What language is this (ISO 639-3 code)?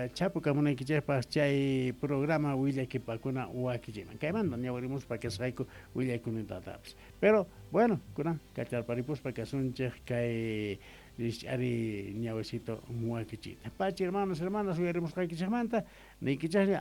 que